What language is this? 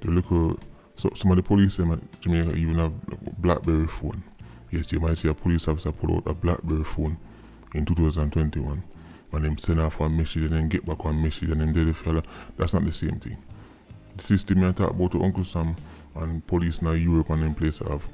Jamaican Creole English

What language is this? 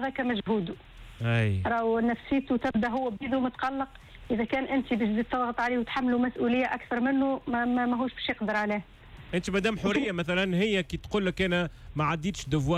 Tunisian Arabic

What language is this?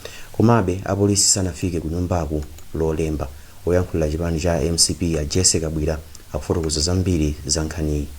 Nyanja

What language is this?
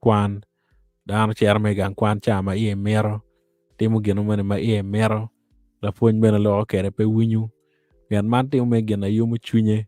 Acoli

